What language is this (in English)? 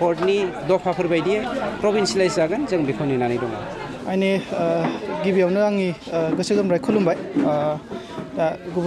Bodo